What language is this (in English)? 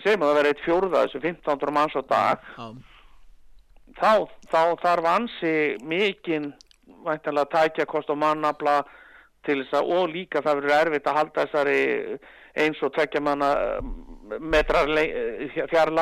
Icelandic